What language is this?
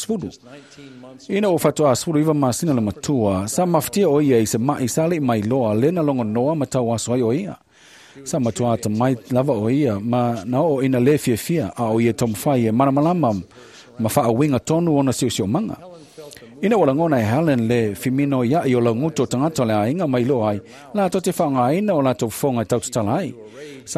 Samoan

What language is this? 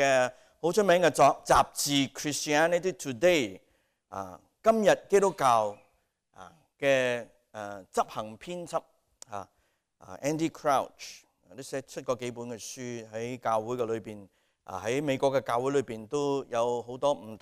Cantonese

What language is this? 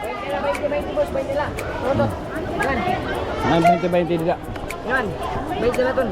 Waray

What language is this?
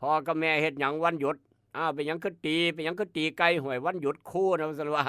Northeastern Thai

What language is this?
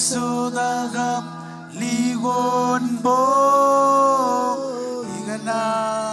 Marshallese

